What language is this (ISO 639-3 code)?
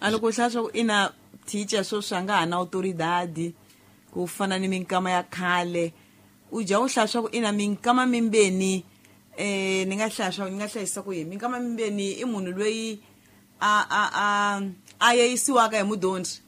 tso